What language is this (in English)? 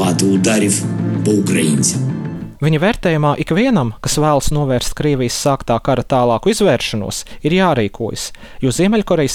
Latvian